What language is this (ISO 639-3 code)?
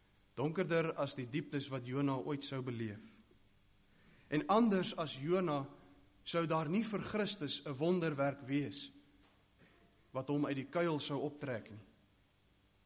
afr